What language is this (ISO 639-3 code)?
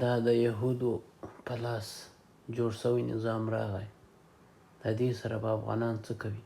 pus